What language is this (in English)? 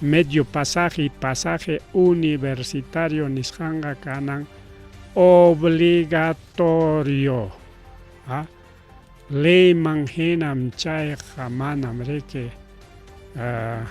Ayacucho Quechua